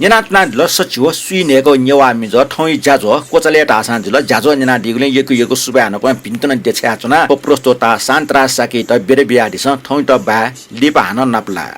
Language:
Newari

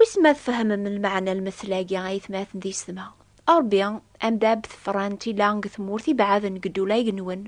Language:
Kabyle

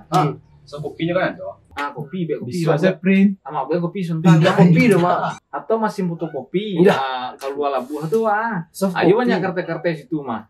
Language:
Minangkabau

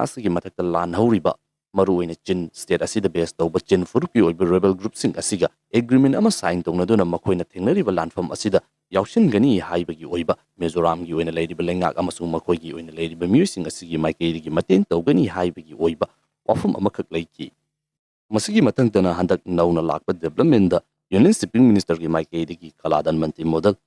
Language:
Manipuri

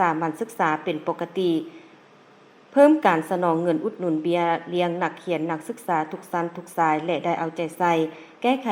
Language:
Lao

